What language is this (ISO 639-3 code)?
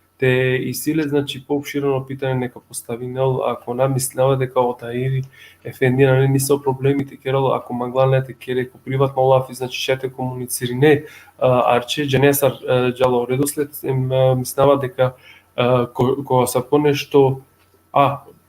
rmn